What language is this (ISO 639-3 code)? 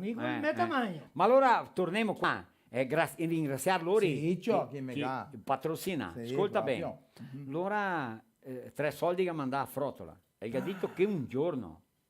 vec